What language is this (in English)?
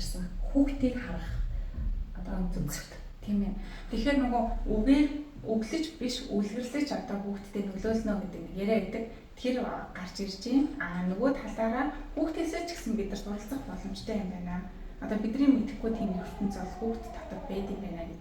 Mongolian